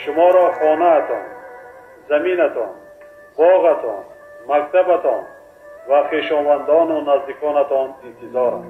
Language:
Tajik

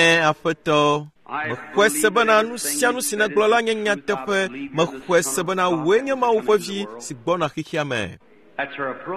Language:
Ewe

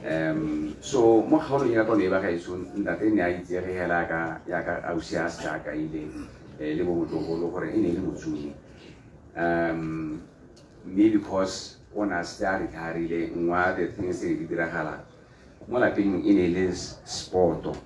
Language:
Tswana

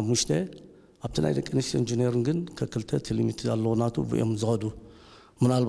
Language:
Tigrinya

